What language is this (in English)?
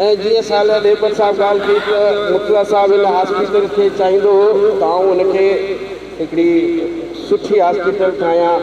Sindhi